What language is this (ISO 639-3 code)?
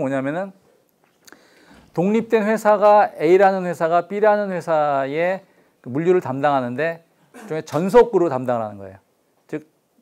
kor